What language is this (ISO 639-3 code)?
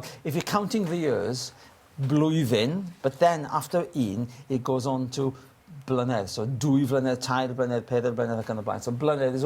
cym